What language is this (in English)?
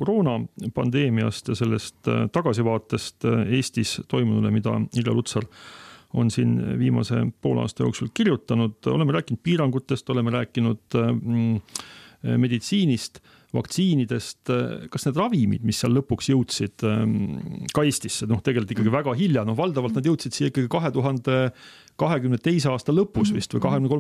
Estonian